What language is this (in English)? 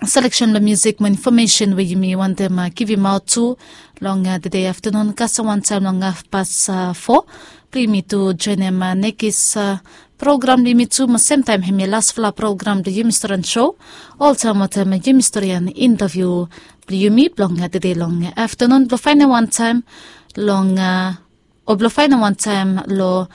Bislama